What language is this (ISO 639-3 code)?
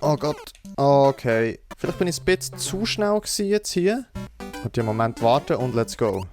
gsw